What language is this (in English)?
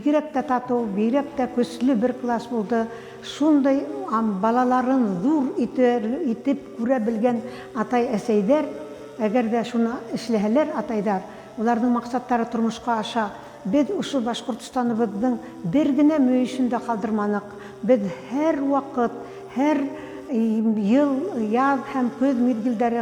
Bashkir